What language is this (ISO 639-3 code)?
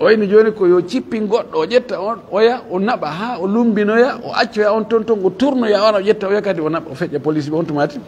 ful